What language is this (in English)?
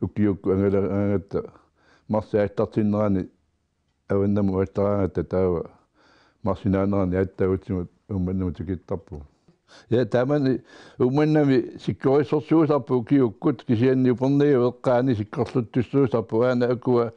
Kalaallisut